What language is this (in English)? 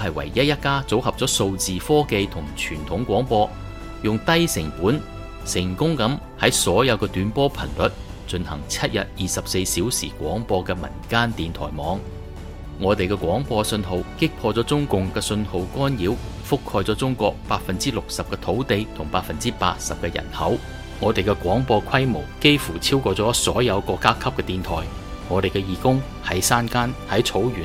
Cantonese